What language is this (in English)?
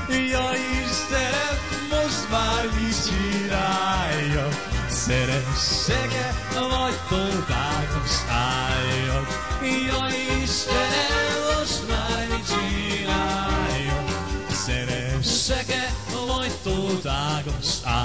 Hungarian